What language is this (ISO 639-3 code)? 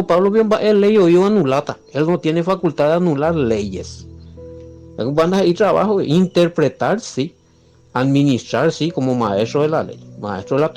grn